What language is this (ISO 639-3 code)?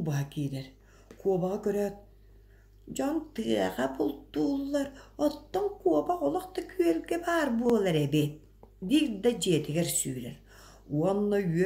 sah